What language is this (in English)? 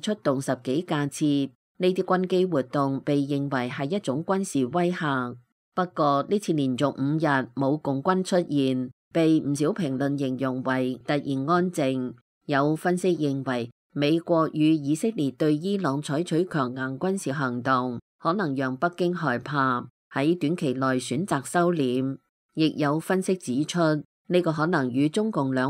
Cantonese